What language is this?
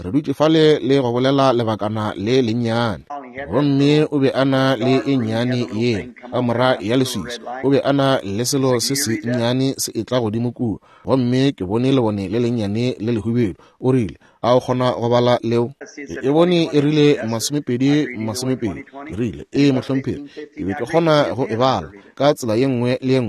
Northern Sotho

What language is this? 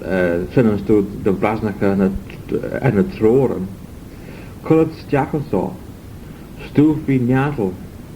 Manx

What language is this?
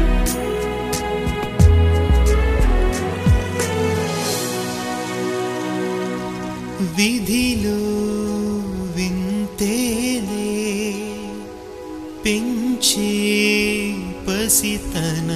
Telugu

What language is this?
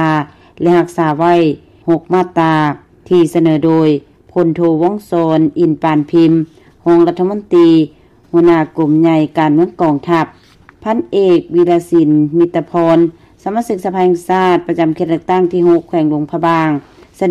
Lao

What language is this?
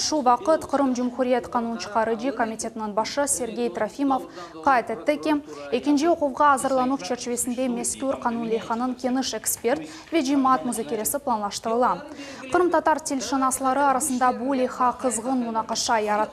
Crimean Tatar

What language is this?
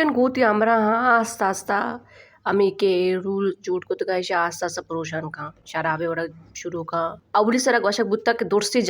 Baluchi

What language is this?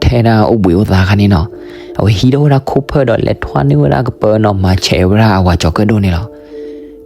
S'gaw Karen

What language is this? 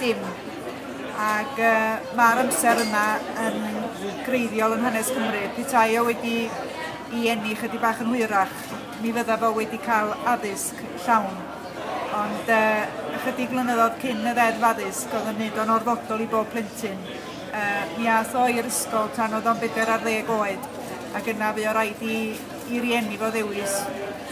Welsh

